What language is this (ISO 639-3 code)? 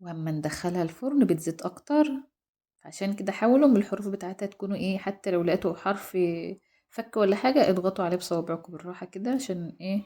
arz